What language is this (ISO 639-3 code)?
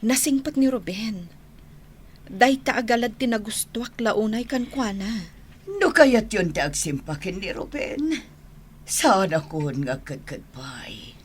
ilo